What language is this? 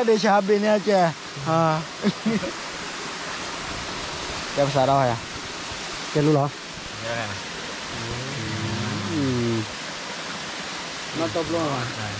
Thai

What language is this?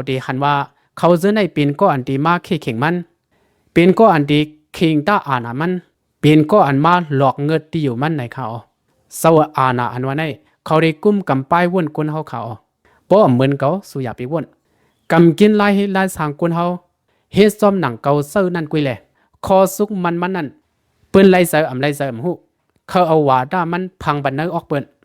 Shan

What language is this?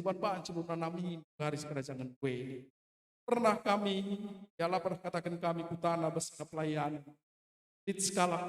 Batak Karo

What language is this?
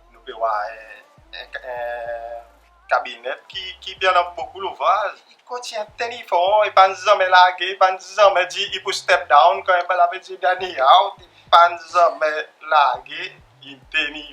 Seselwa Creole French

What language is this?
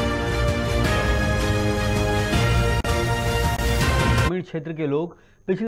Hindi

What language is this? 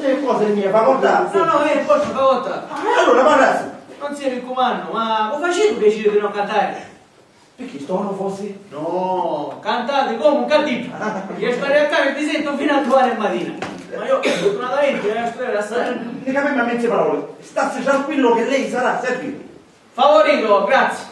Sicilian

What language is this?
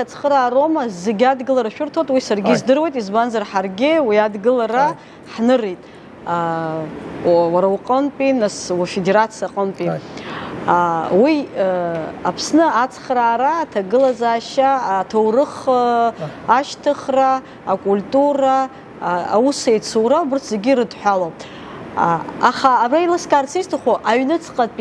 Abkhazian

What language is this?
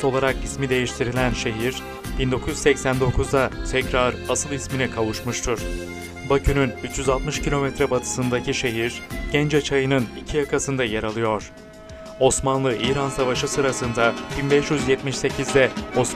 Turkish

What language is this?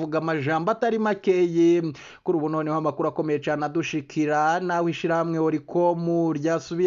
Rundi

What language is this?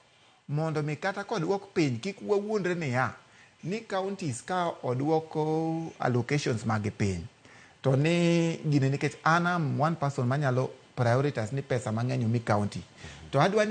Luo (Kenya and Tanzania)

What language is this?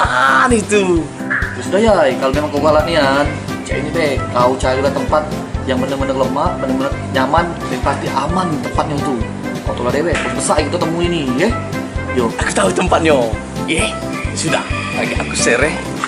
Musi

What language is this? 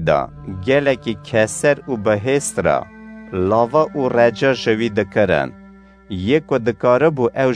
Kurdish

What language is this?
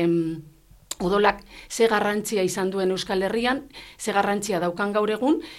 Basque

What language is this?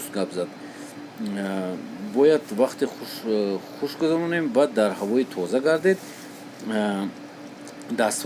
Tajik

